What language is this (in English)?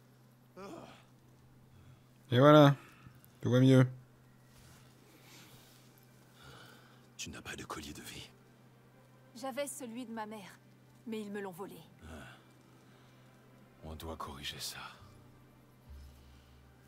French